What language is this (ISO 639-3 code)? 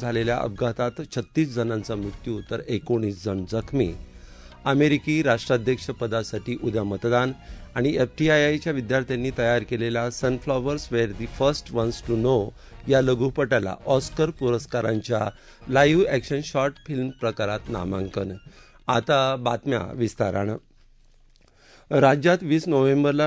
mar